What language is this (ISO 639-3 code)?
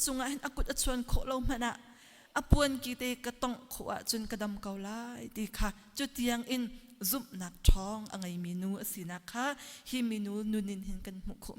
cnh